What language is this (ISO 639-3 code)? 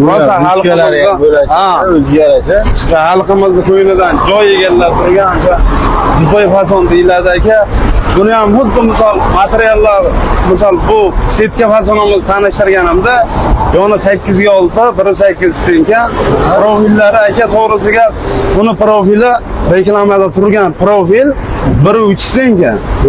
uzb